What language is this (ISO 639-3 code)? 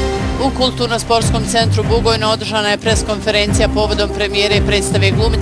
bos